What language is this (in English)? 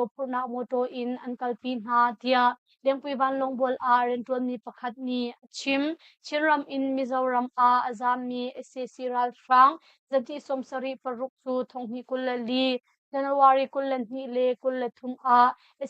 Hakha Chin